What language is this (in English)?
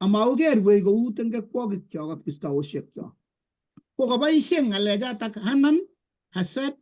Kalenjin